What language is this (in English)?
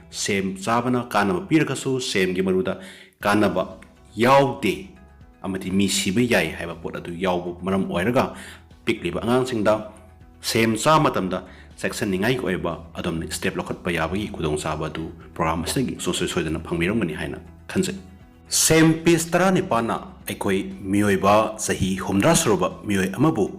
Manipuri